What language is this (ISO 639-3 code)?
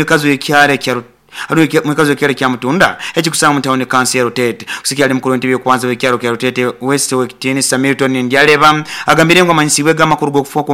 nyo